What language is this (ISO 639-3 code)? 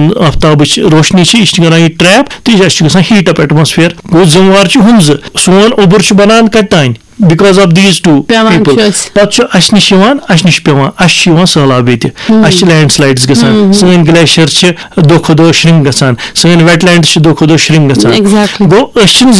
kas